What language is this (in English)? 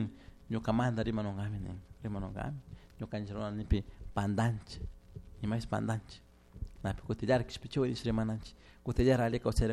Chimborazo Highland Quichua